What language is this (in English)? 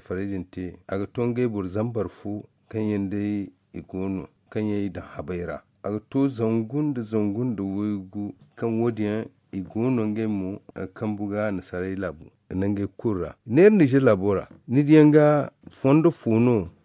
Zarma